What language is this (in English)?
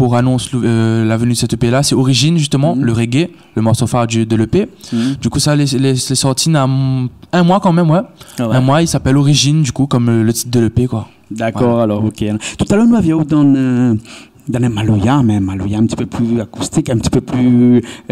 Réunion Creole French